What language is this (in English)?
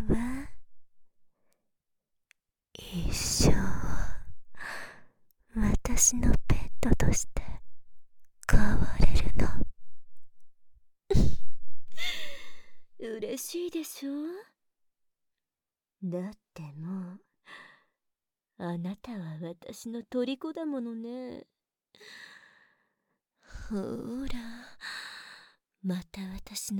Japanese